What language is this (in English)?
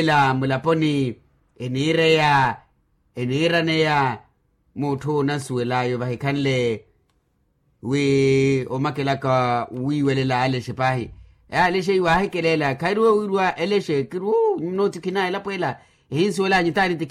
Makhuwa